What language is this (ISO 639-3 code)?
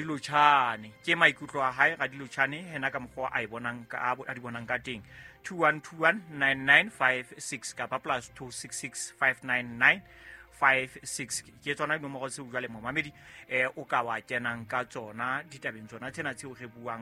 sot